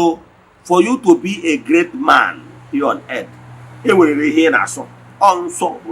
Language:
Igbo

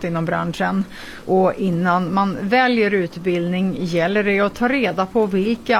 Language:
Swedish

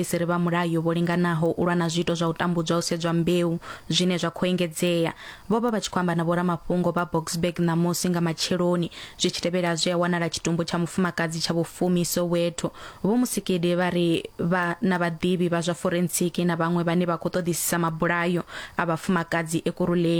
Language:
Venda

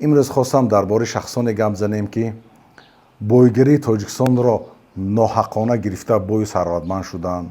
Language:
Tajik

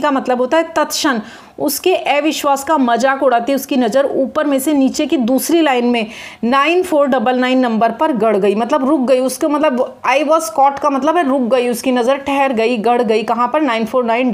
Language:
Hindi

